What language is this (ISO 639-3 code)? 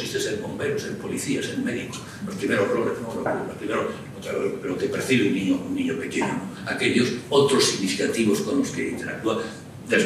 spa